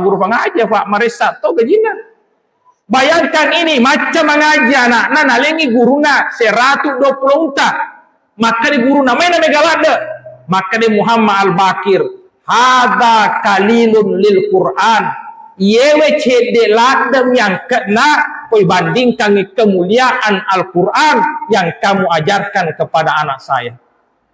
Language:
Buginese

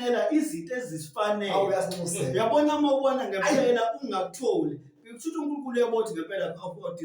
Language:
Zulu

